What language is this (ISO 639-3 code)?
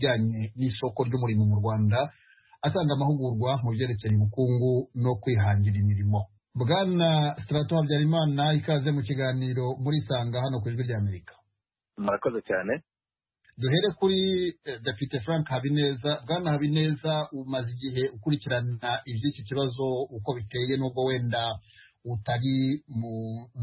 kin